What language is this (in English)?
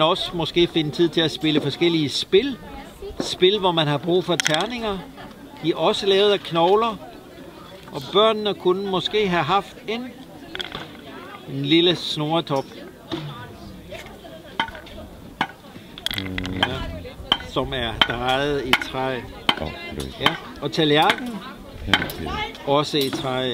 Danish